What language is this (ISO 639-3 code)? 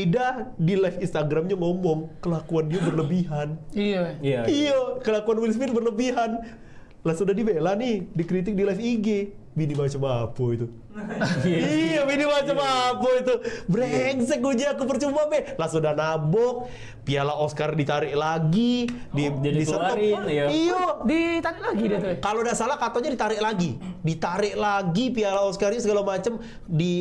mui